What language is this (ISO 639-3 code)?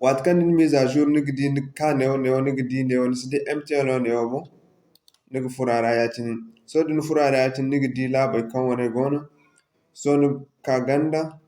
dje